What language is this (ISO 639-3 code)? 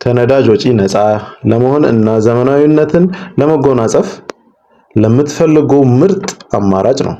amh